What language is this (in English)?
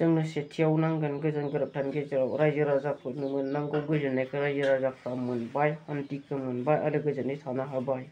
Bodo